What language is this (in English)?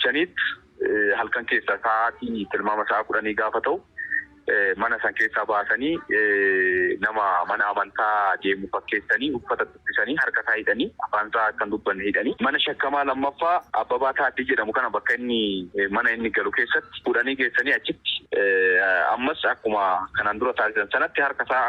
Oromo